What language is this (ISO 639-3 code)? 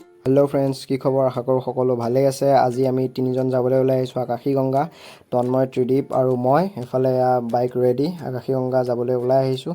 asm